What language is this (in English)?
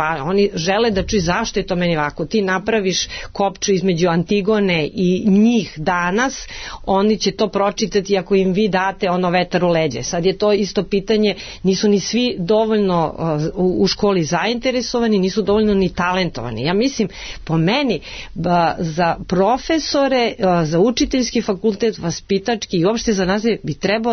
Serbian